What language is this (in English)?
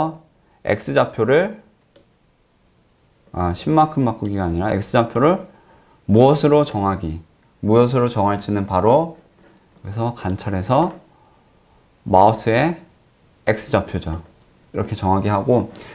Korean